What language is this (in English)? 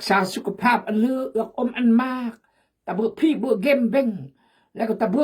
Khmu